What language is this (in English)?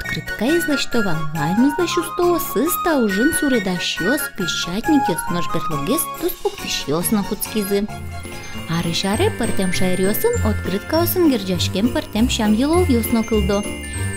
Udmurt